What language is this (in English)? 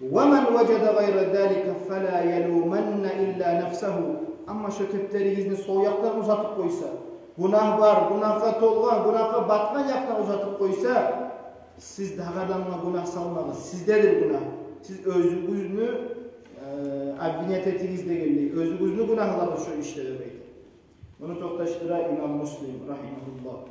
Kumyk